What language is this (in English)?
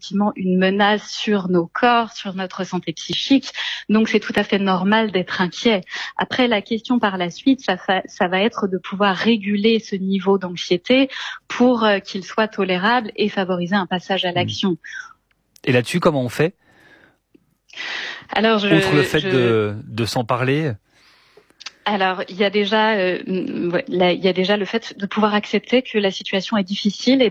French